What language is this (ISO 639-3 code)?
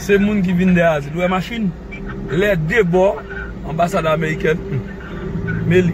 hat